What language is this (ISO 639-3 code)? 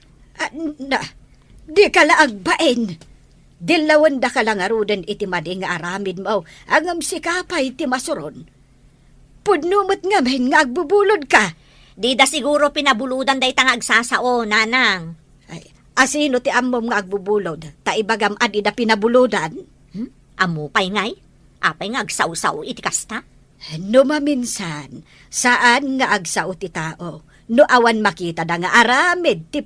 ilo